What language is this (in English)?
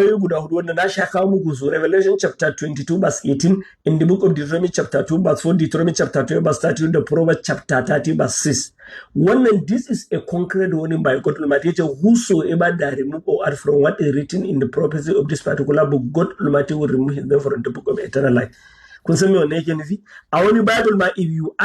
Hausa